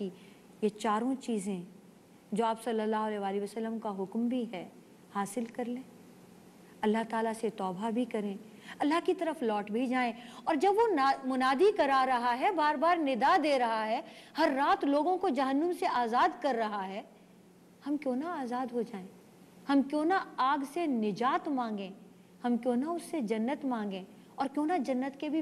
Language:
Urdu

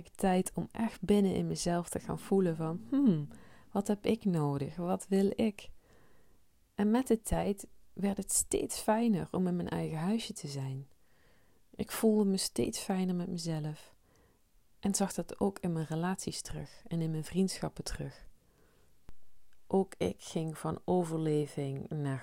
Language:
Dutch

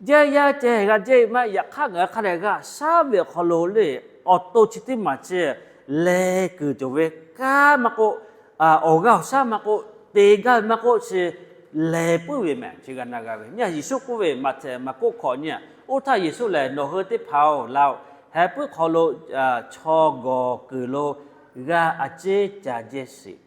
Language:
Lahu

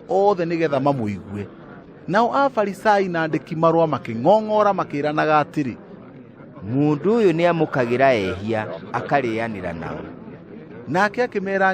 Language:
Kikuyu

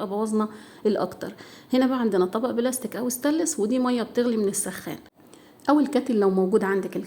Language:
Egyptian Arabic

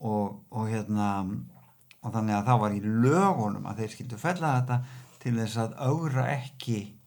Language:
Icelandic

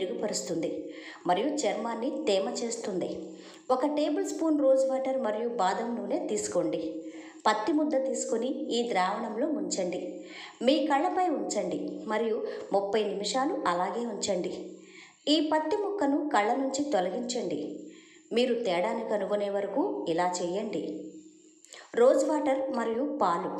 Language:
Telugu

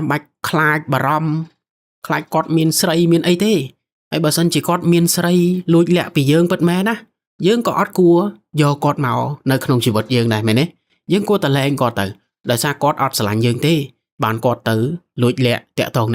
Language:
Khmer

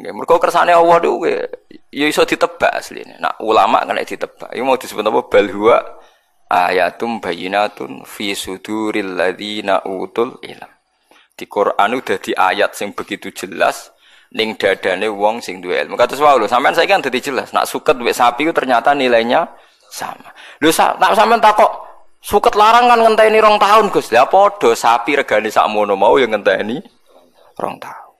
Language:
Javanese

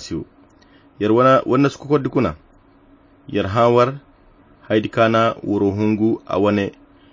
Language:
Koyra Chiini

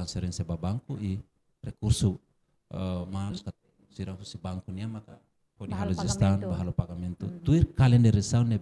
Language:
Tetum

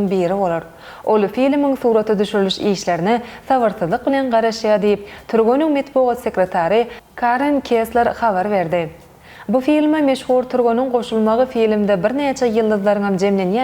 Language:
Turkmen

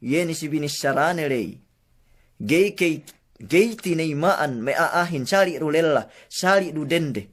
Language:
Yakan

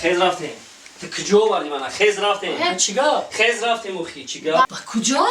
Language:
Tajik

